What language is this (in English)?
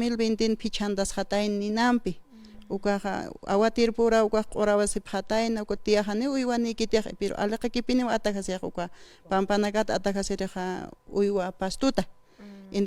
Aymara